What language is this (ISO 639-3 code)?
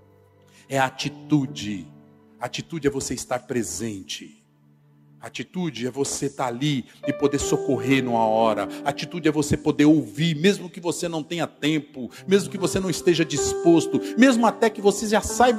por